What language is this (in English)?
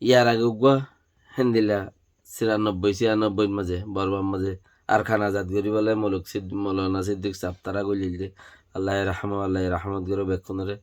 Rohingya